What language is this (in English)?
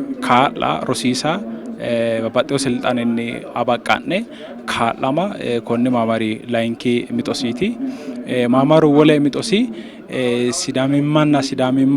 Sidamo